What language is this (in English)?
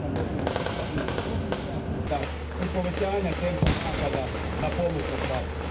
Croatian